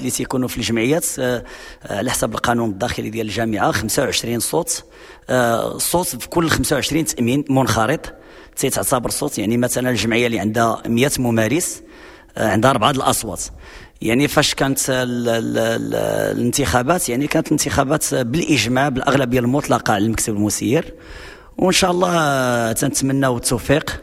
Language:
Moroccan Arabic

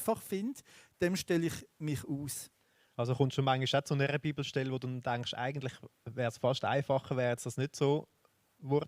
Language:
Swiss German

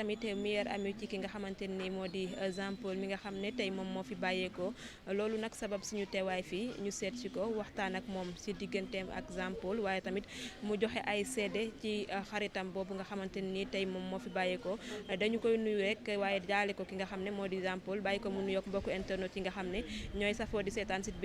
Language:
Wolof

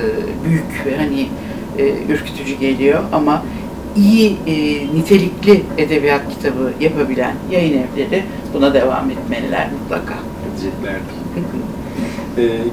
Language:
Turkish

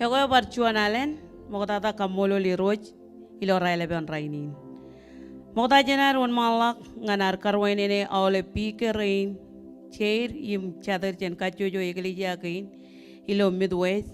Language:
Marshallese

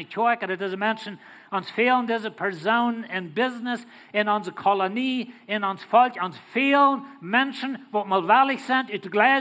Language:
Plautdietsch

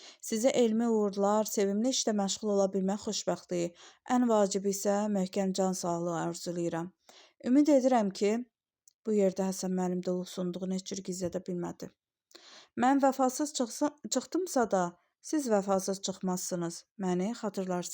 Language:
Azerbaijani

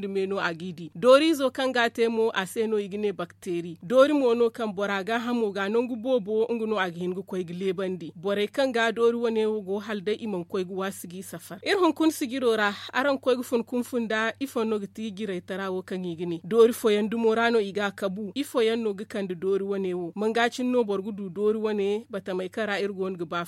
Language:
Zarma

